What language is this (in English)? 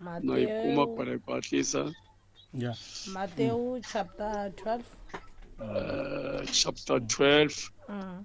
Tsonga